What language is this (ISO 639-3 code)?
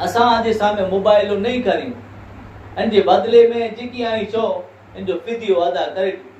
kfr